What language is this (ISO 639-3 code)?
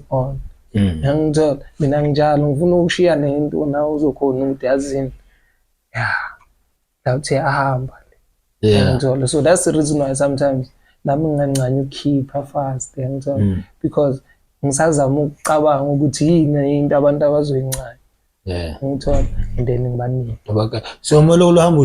zul